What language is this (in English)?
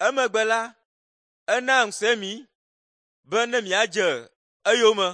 Ewe